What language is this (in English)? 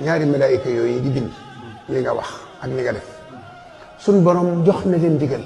Wolof